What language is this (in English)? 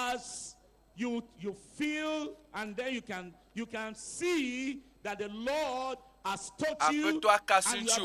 Ewe